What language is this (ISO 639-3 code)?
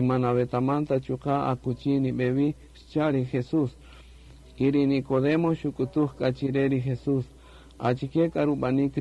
cak